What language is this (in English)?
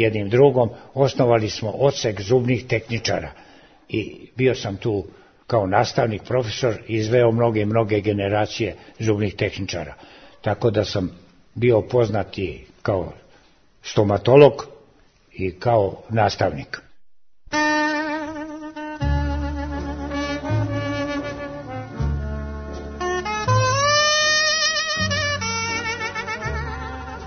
Serbian